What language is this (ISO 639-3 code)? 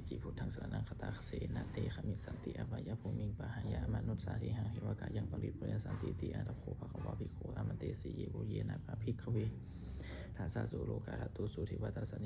pli